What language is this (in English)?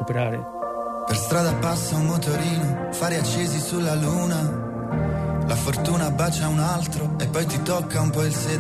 Italian